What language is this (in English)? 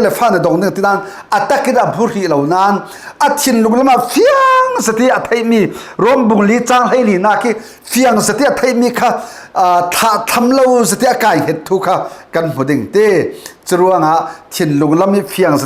Falam Chin